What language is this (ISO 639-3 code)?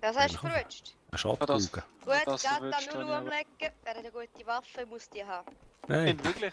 gsw